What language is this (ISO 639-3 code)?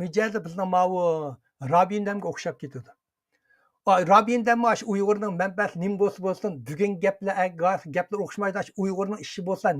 uig